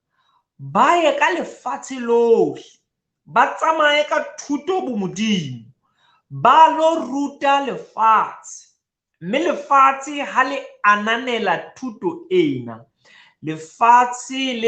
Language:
Southern Sotho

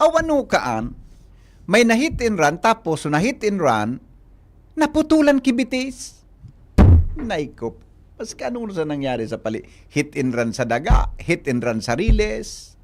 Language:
Bikol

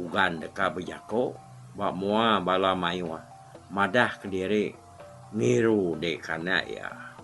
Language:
Iban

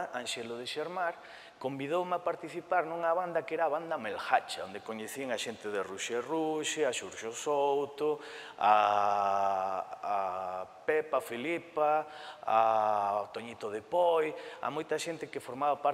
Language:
Galician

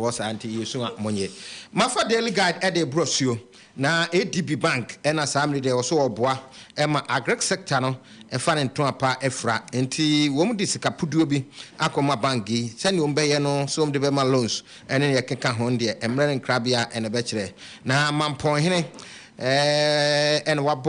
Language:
Akan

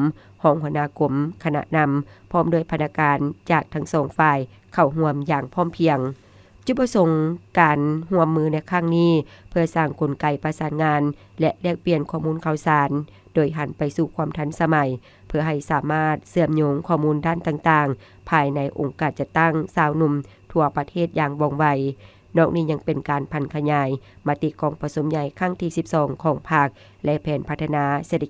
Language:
Lao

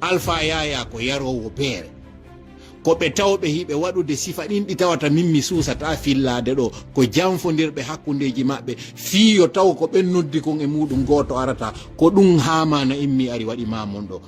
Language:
Fula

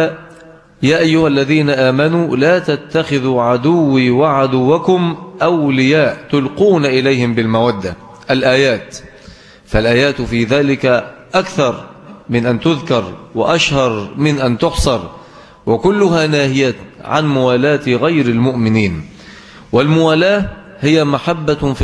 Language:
Arabic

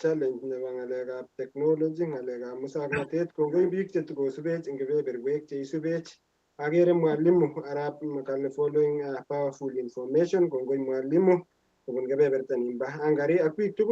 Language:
Kalenjin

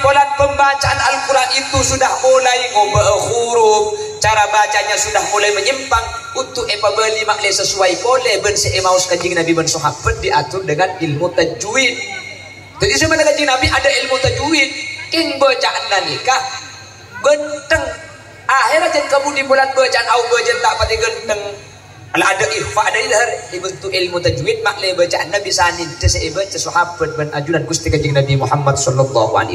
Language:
Madurese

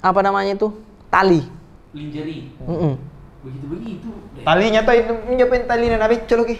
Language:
Makassar Malay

